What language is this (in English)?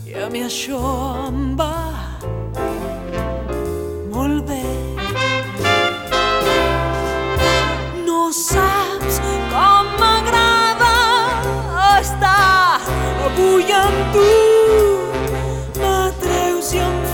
Catalan